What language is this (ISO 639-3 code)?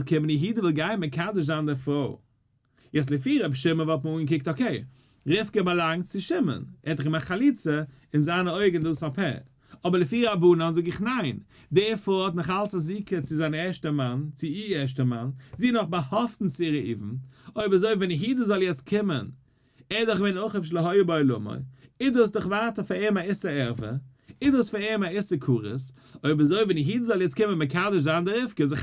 yid